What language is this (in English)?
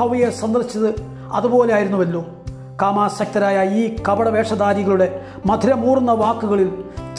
Malayalam